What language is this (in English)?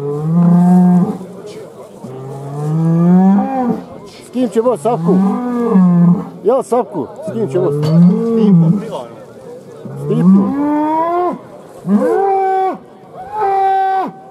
Bosnian